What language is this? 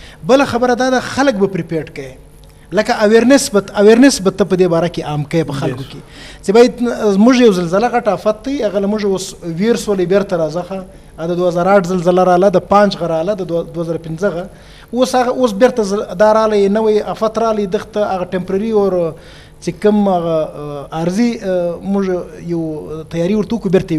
Eastern Balochi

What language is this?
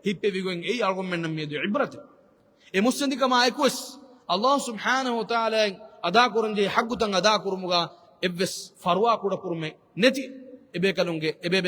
Divehi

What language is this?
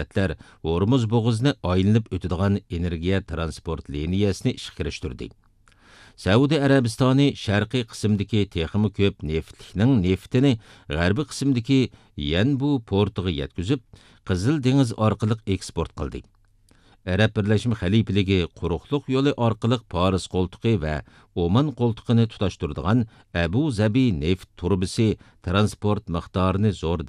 Uyghur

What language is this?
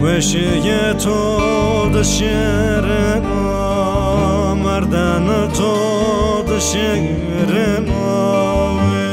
Zaza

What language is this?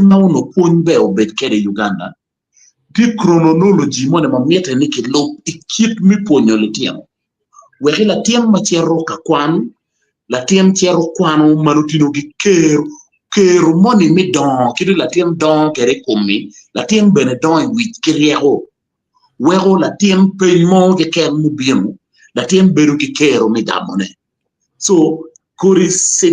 Acoli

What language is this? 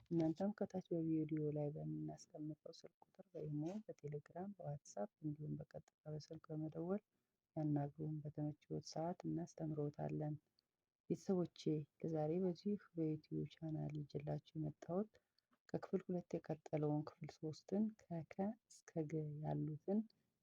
Amharic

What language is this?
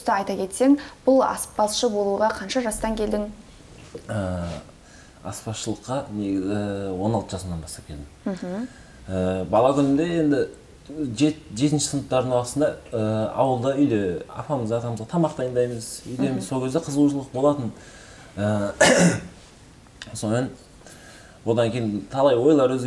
Kazakh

